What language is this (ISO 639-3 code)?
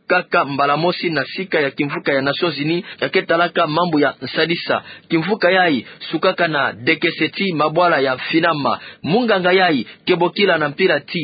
ktu